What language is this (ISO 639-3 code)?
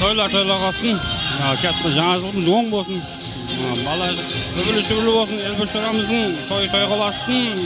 kaa